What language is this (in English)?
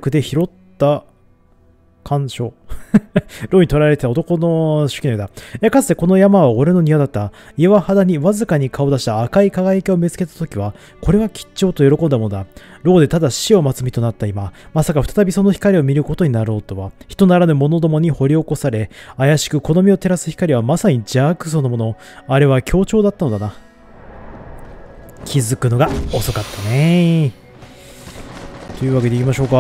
Japanese